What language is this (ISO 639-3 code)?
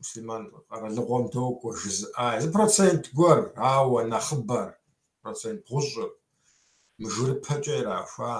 kbd